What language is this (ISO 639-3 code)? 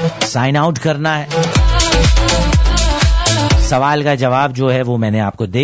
urd